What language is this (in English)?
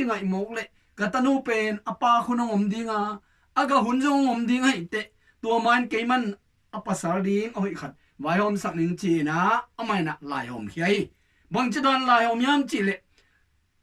Tedim Chin